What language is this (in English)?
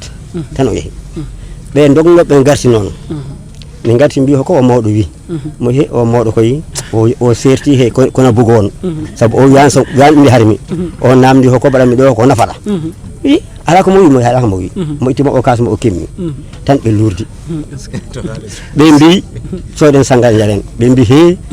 Fula